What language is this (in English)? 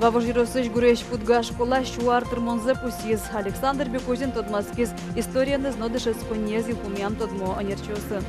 Udmurt